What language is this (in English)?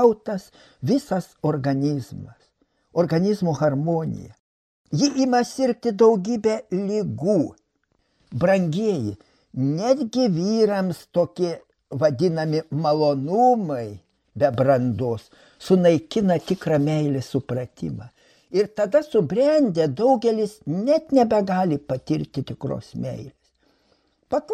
Lithuanian